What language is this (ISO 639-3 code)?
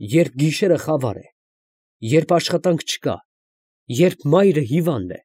hye